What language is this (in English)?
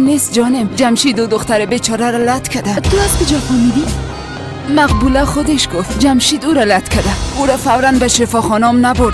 Persian